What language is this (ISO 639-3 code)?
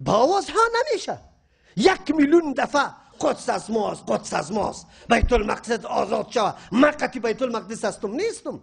fas